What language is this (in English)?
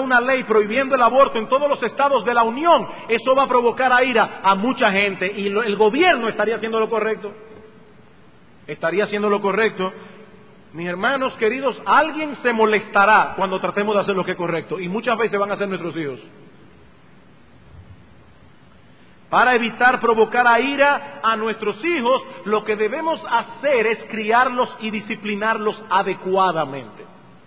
Spanish